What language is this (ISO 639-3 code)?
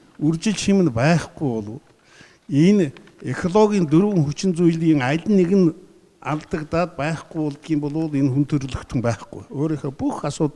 mon